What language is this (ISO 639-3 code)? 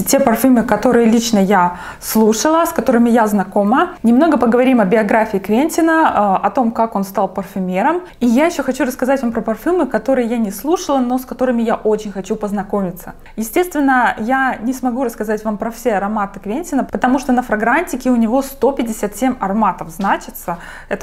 rus